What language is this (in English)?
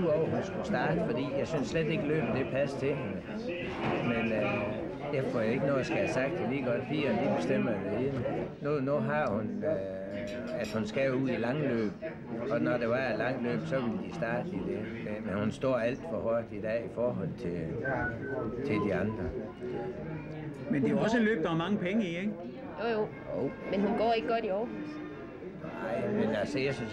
Danish